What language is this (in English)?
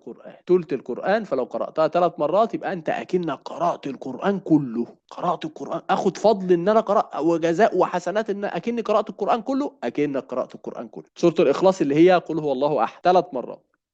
Egyptian Arabic